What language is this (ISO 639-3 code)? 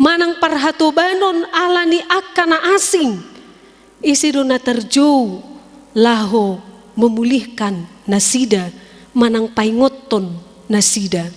bbc